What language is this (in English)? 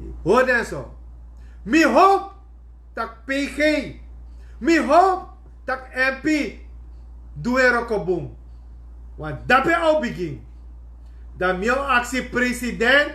Sranan Tongo